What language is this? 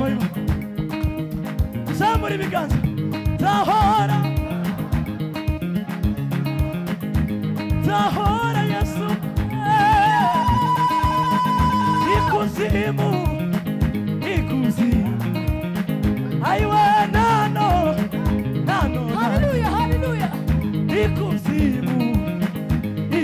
Kinyarwanda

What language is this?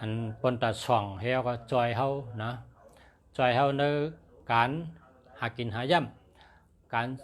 Shan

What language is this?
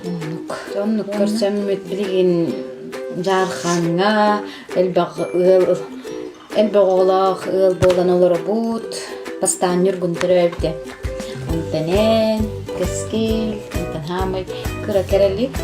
Yakut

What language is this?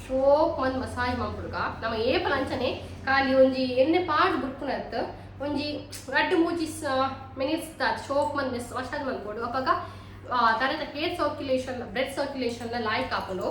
Tulu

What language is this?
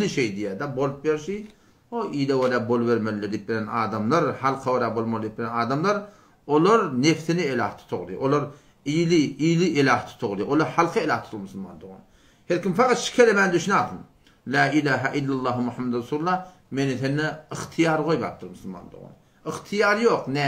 Turkmen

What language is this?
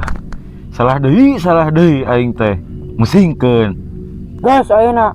Sundanese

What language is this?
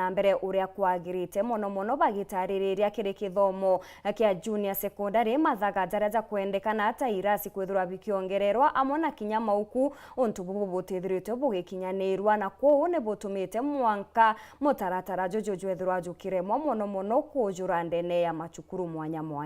Meru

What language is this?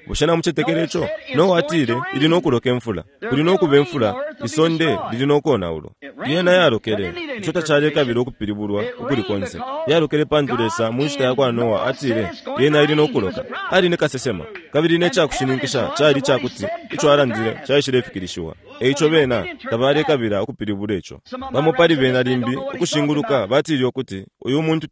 Bemba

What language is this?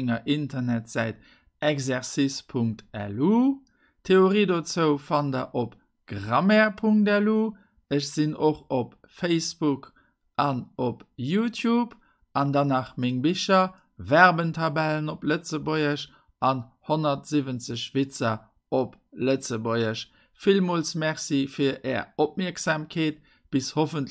Luxembourgish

